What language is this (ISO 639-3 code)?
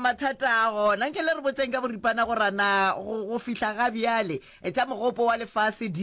nso